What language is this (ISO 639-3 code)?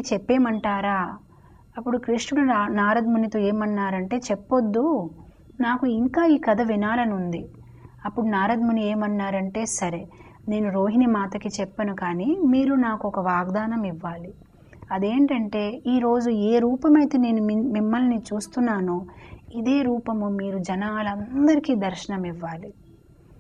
tel